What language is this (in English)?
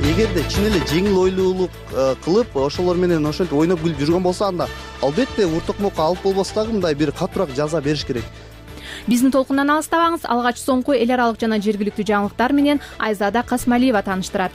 Kyrgyz